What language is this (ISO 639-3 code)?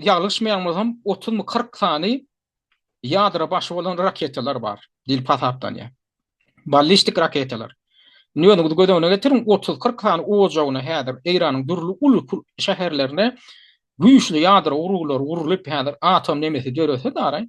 tuk